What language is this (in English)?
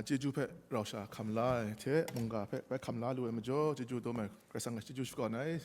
Kachin